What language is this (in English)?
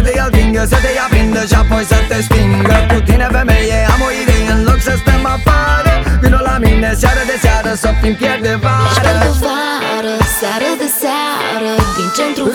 Romanian